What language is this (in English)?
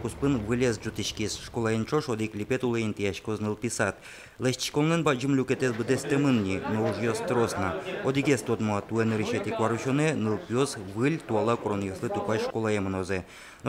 Udmurt